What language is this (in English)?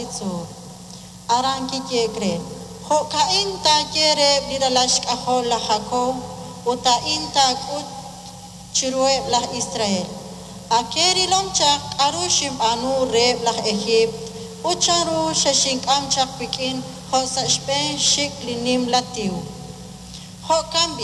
Kekchí